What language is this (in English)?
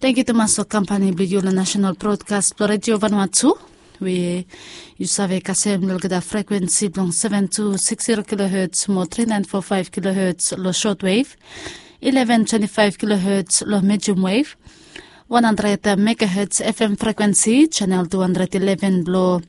Bislama